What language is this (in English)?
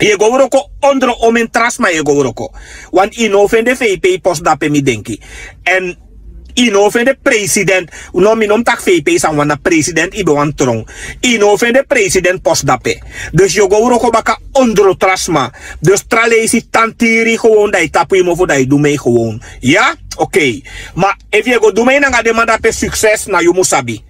Sranan Tongo